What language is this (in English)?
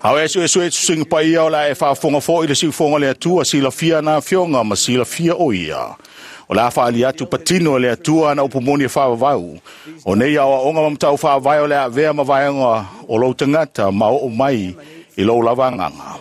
Samoan